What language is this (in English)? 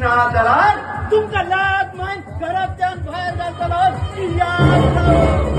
Konkani